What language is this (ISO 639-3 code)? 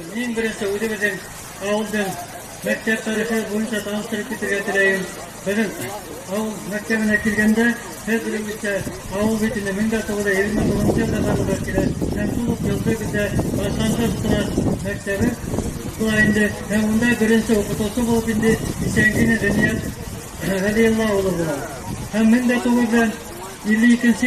bak